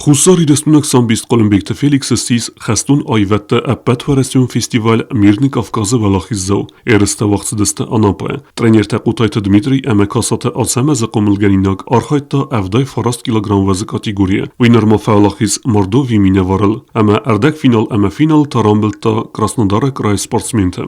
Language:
Ossetic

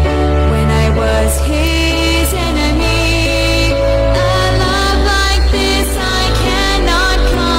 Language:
Hiligaynon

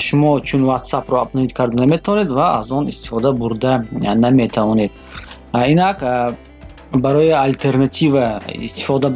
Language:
Tajik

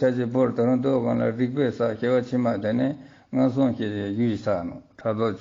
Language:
Ladakhi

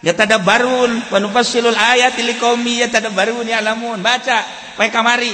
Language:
Sundanese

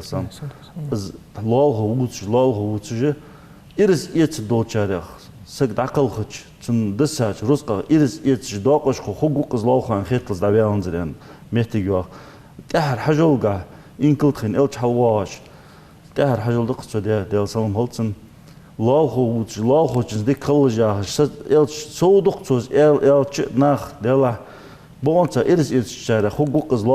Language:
Ingush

